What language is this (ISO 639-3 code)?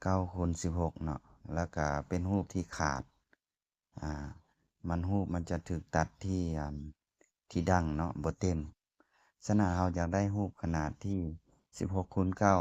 lao